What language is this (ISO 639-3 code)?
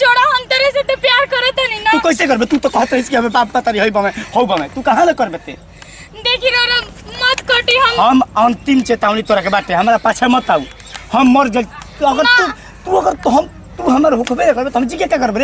bho